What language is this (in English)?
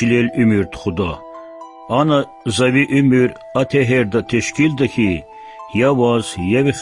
Lezghian